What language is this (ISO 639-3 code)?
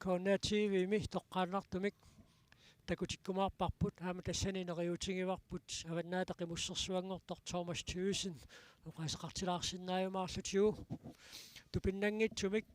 kal